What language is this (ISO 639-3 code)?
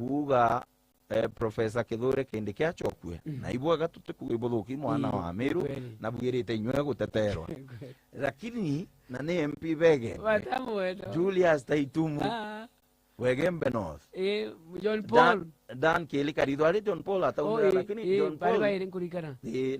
mer